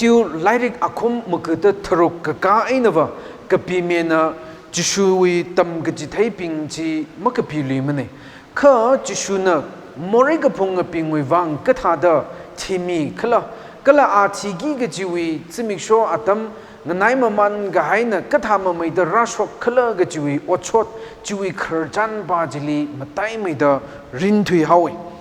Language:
Tangkhul Naga (India)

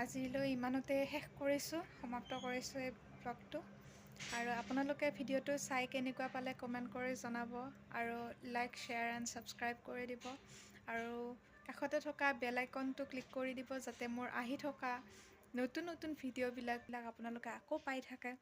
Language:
Assamese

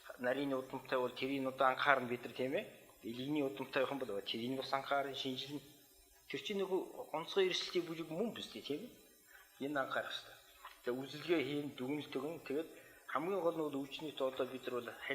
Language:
Mongolian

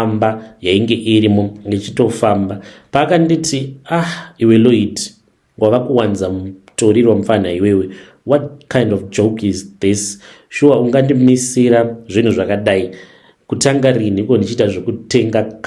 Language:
Shona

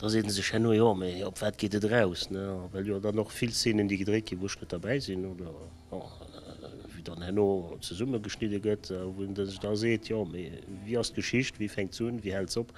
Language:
Luxembourgish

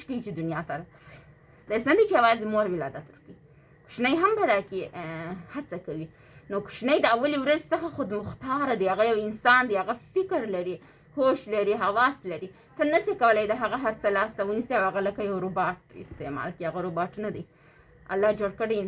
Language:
Pashto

